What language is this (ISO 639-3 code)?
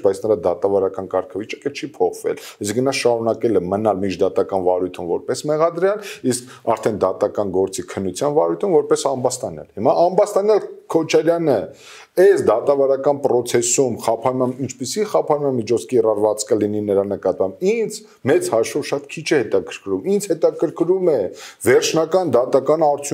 hye